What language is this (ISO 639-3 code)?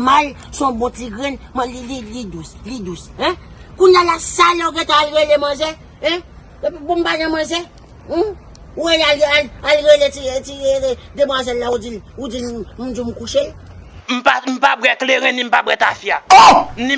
hat